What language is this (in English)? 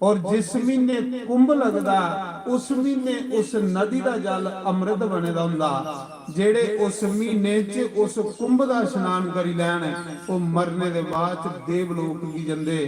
Dogri